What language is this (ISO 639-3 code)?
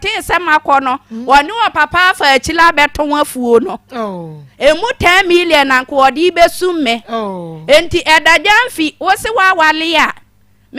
aka